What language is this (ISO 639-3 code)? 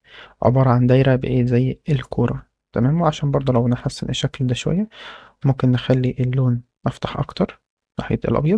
arz